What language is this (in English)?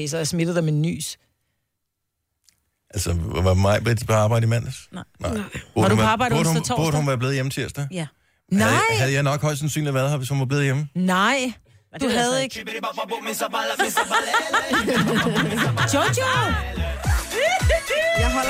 Danish